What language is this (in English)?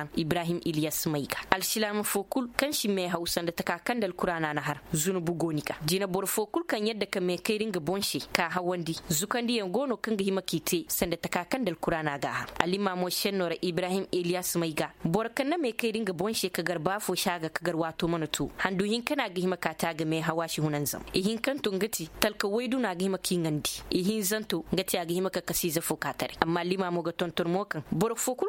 Koyraboro Senni